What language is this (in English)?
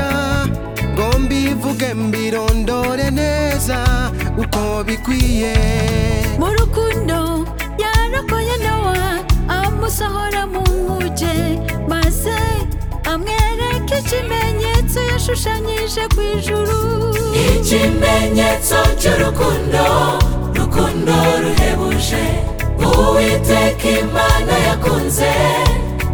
Kinyarwanda